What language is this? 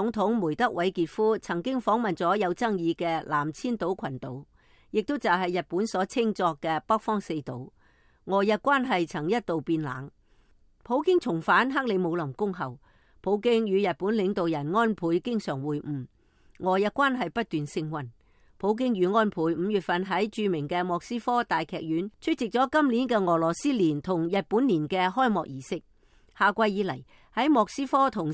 Cantonese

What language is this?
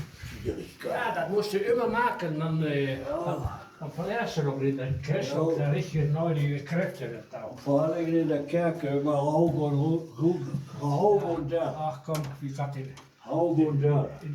Westphalien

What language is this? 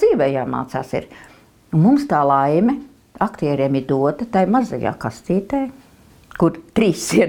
Latvian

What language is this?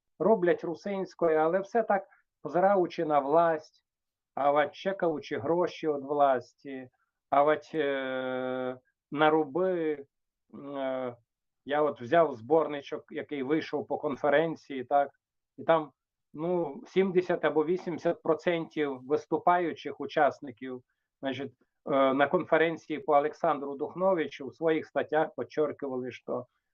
Rusyn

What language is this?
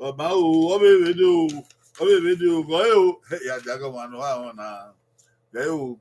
Bini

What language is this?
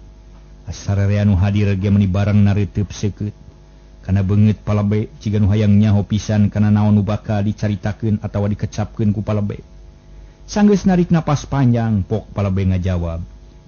Sundanese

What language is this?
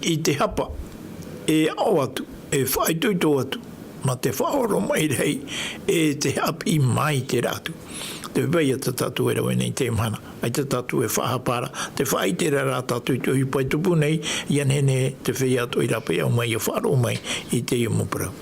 Tahitian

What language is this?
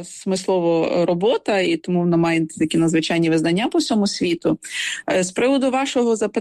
Ukrainian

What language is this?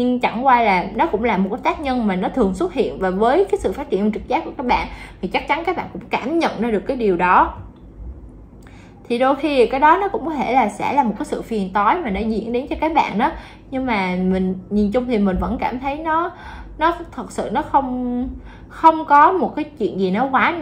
Vietnamese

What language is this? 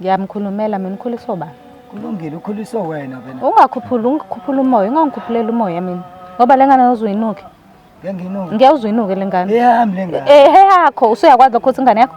Zulu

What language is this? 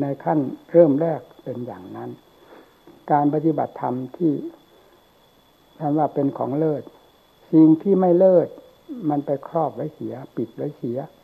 Thai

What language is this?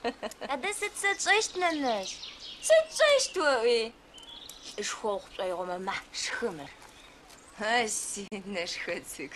Adyghe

